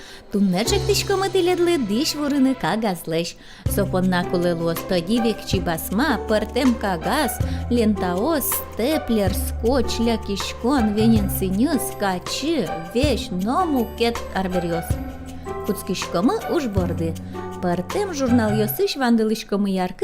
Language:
Udmurt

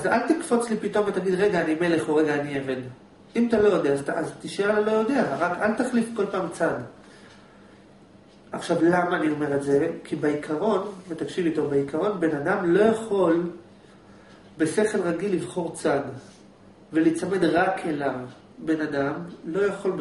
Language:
Hebrew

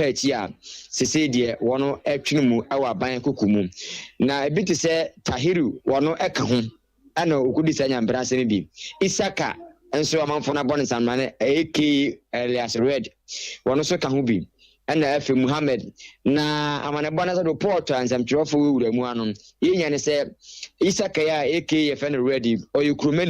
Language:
Akan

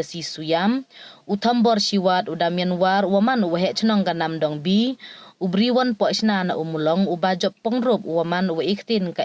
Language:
Pnar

